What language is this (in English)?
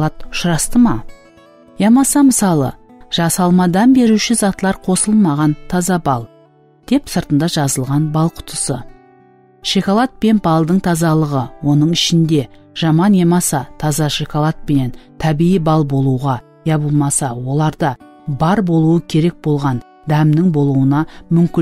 Kara-Kalpak